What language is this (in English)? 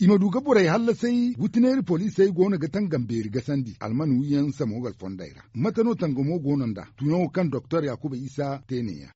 Zarma